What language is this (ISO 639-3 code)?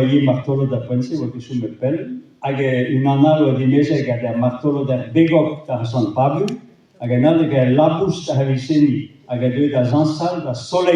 bre